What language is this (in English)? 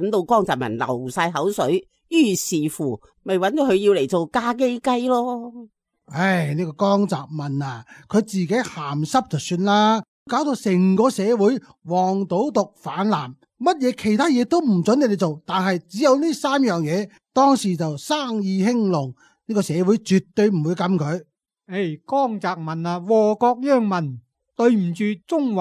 Cantonese